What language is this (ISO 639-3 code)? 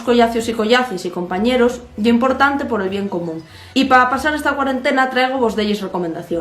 ast